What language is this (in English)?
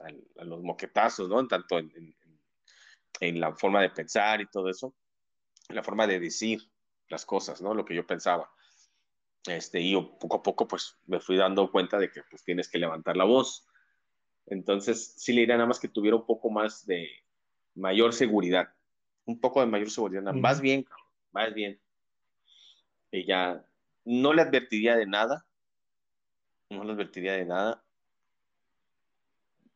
Spanish